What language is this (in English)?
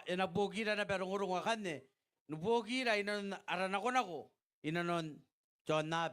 Gilbertese